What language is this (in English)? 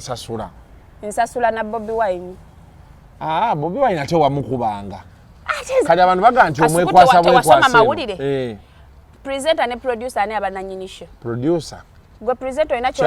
Ganda